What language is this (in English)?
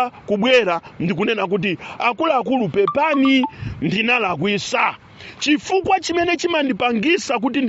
Nyanja